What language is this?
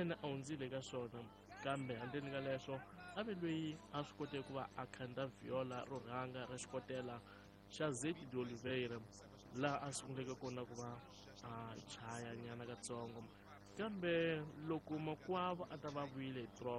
Tsonga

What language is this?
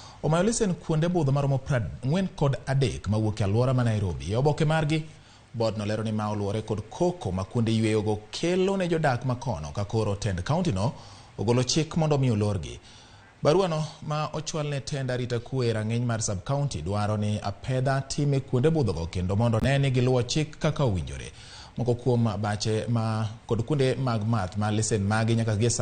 Luo (Kenya and Tanzania)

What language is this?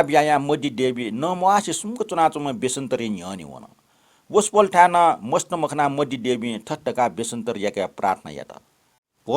Newari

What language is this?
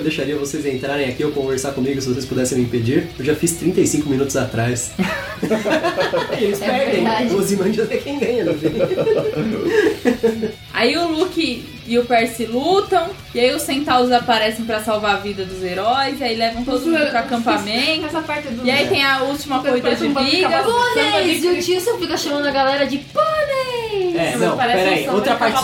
Portuguese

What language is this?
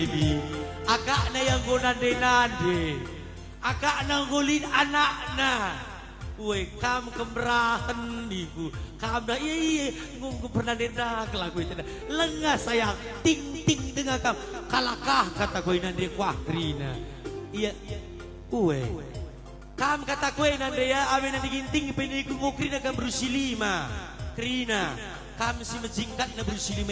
Batak Karo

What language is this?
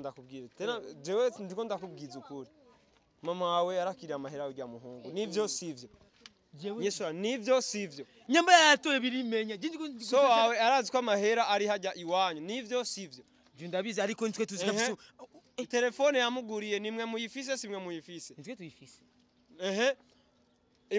Rundi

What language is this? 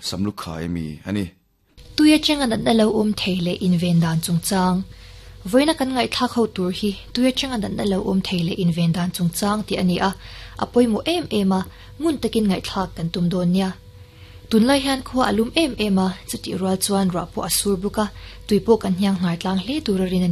Mizo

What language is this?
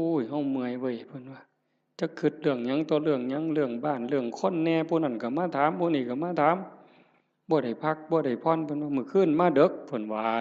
Northeastern Thai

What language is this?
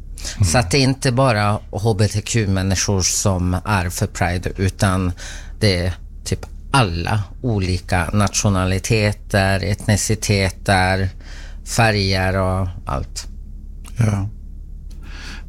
Swedish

